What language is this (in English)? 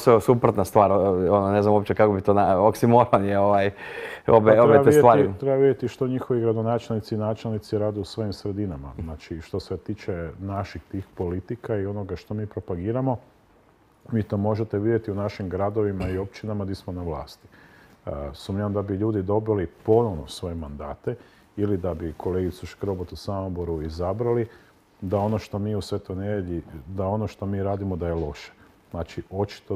Croatian